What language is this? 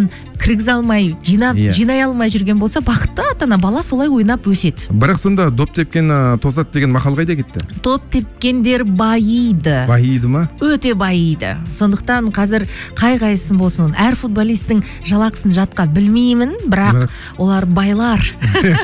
Kazakh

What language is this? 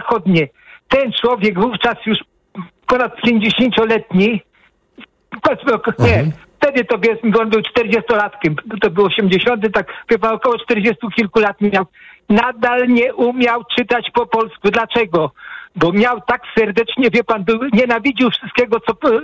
Polish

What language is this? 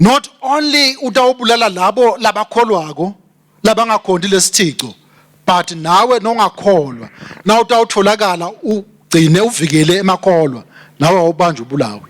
Swati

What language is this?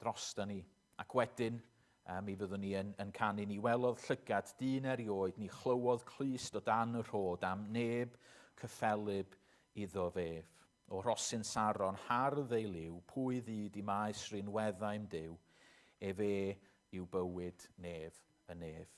Welsh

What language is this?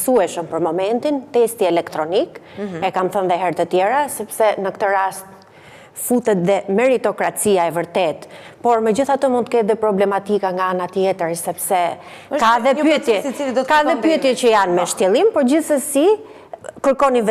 Albanian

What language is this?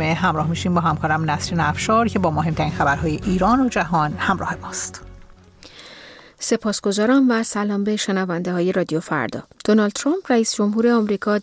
Persian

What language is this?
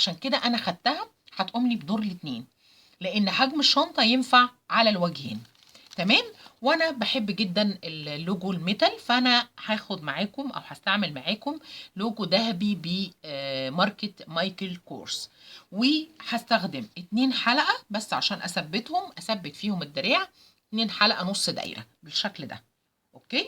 Egyptian Arabic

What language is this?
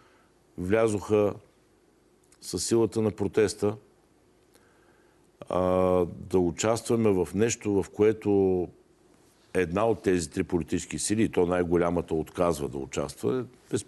Bulgarian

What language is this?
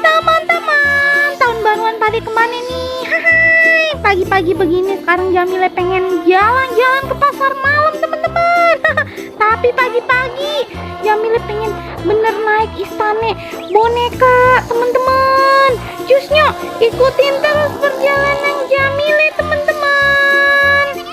Betawi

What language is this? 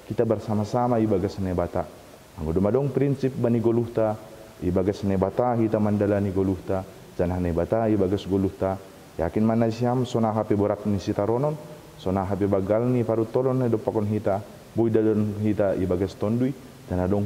Batak Simalungun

